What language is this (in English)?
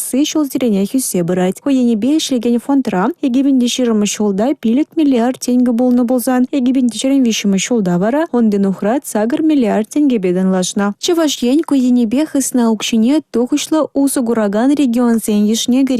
Chuvash